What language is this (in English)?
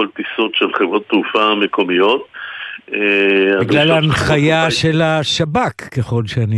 Hebrew